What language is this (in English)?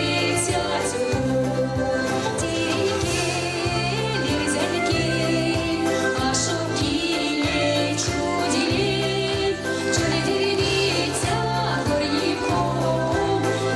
Erzya